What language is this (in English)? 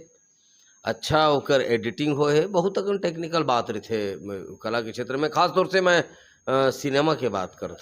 Chhattisgarhi